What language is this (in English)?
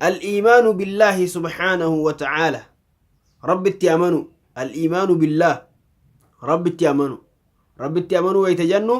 Oromo